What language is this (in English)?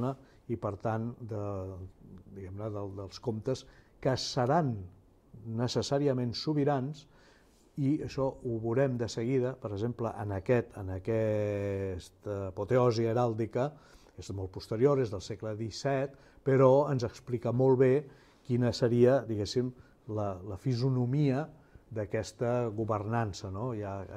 Catalan